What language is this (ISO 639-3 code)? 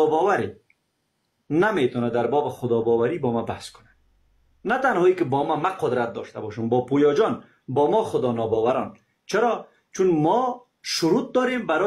fas